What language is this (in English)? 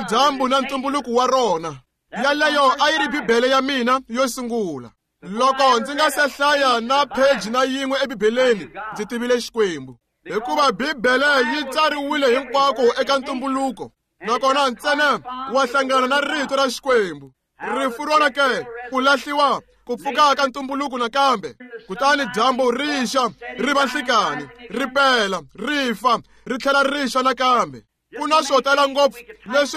Tsonga